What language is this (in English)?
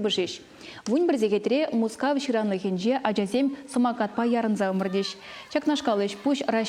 Chuvash